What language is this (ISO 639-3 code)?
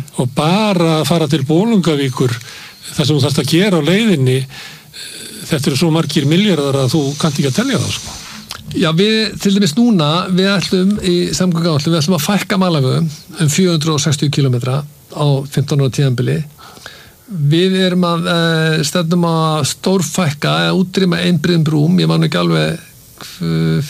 isl